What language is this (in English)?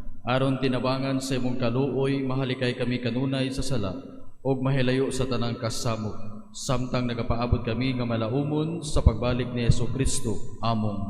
Cebuano